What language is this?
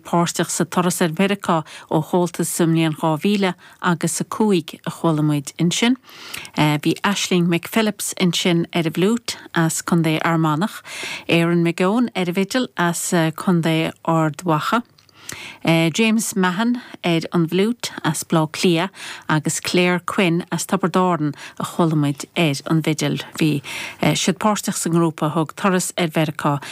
Irish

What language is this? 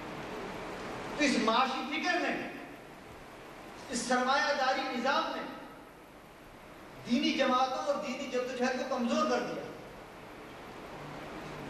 Urdu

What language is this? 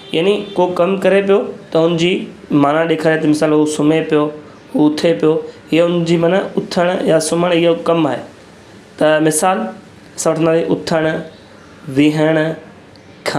Sindhi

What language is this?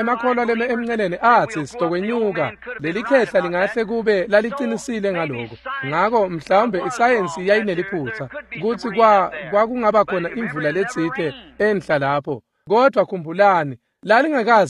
Swati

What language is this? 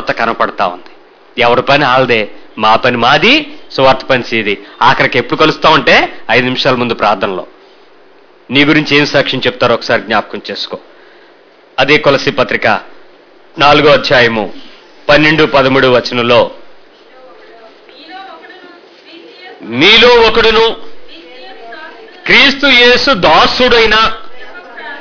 Telugu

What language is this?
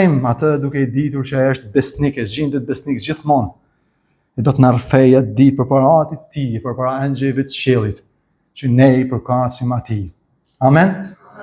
Albanian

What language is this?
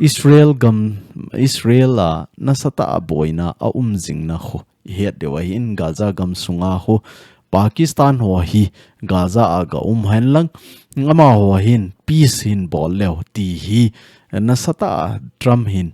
Thado Chin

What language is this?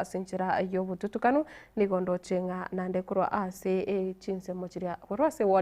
Gusii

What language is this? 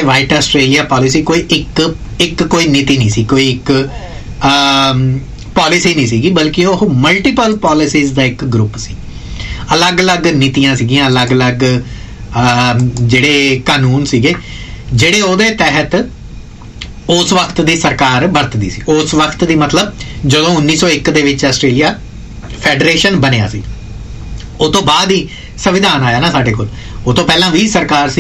Punjabi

